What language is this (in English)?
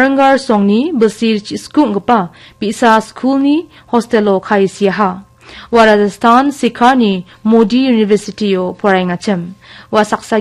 Garo